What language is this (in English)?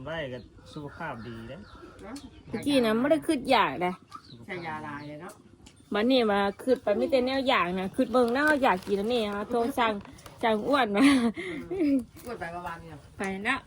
Northeastern Thai